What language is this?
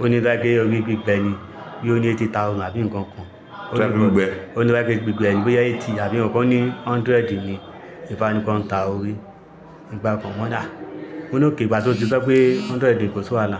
Yoruba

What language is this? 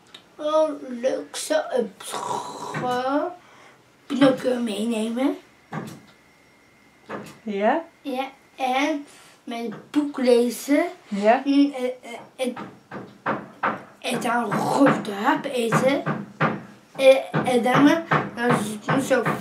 Dutch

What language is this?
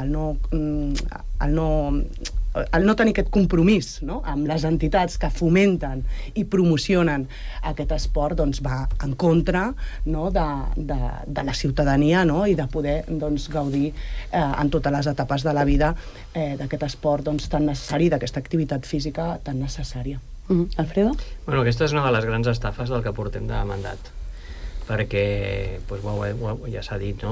Catalan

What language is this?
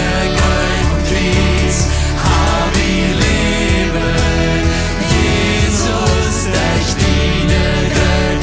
Plautdietsch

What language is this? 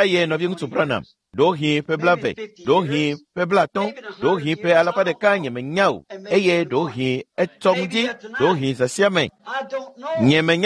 Ewe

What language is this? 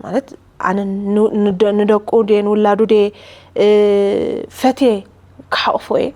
Tigrinya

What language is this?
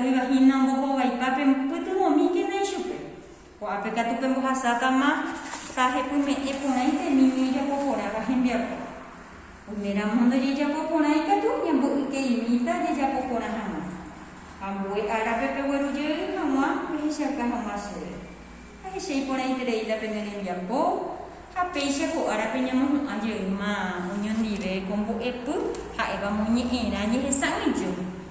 Guarani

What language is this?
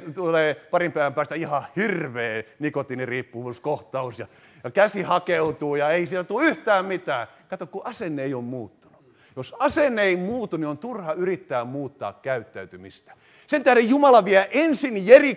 Finnish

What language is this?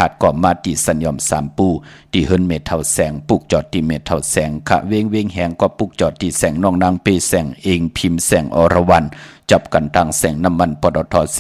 Shan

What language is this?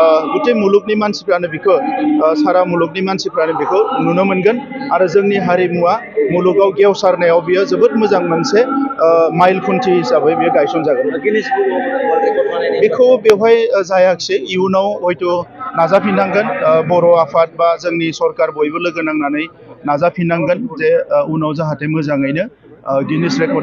Bodo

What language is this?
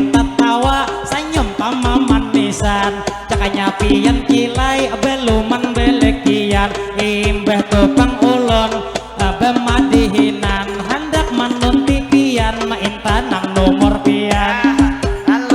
Banjar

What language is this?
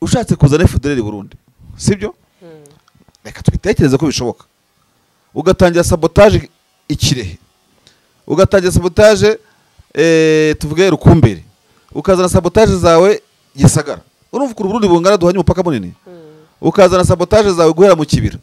Kinyarwanda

